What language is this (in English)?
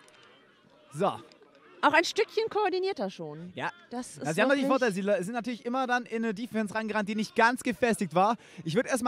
German